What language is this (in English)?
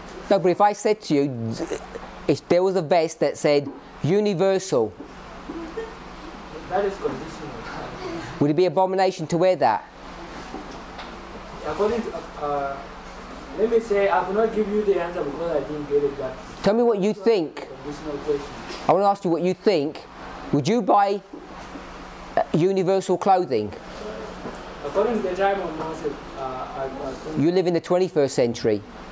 English